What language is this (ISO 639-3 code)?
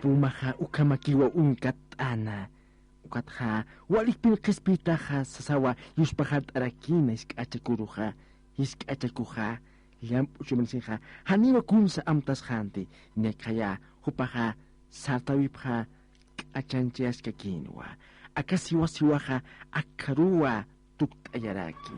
aym